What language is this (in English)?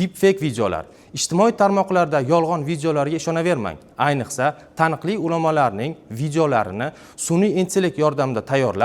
Uzbek